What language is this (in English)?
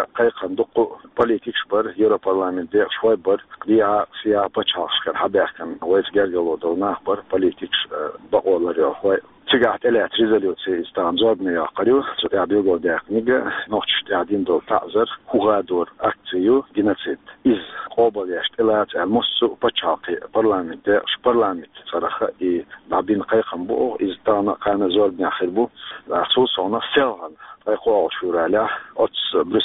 Chechen